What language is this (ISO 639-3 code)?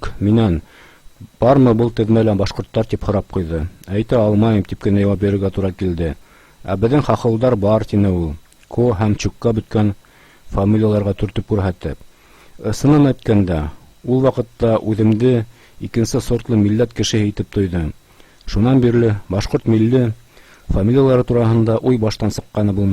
bak